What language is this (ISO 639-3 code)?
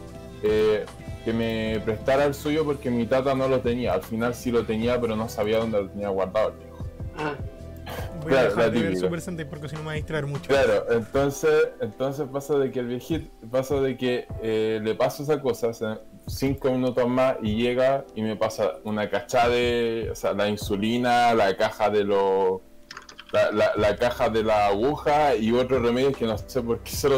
spa